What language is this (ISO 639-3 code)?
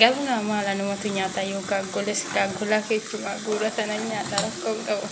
orm